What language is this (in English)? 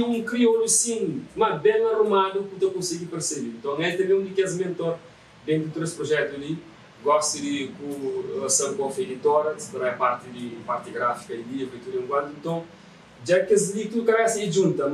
Kabuverdianu